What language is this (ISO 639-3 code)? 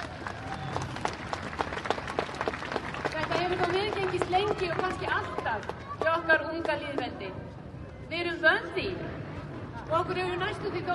isl